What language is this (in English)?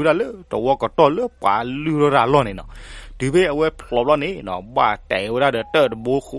S'gaw Karen